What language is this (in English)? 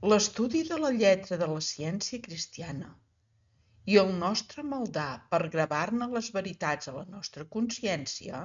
Catalan